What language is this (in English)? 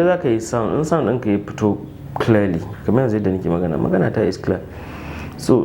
Hausa